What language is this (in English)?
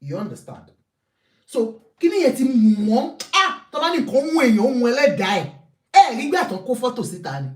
Yoruba